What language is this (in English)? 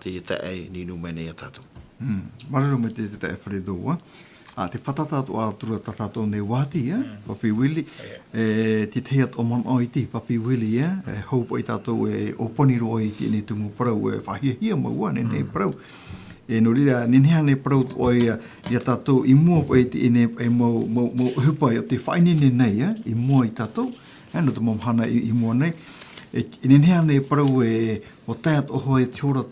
Tahitian